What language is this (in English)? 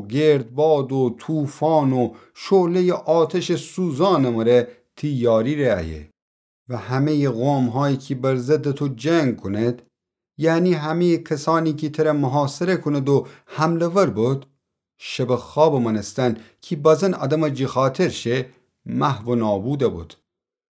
Gilaki